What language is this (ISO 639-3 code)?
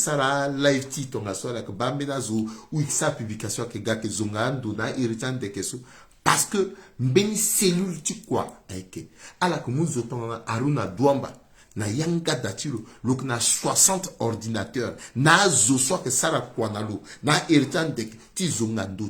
sag